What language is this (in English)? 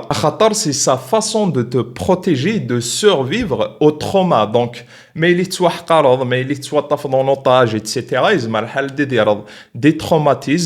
Kabyle